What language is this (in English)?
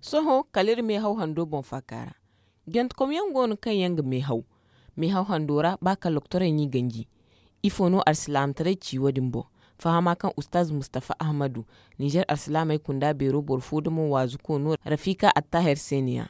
Zarma